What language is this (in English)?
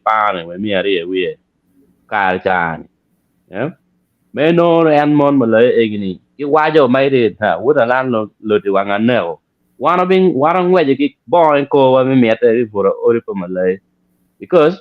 Acoli